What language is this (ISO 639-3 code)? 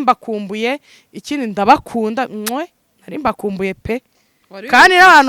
kin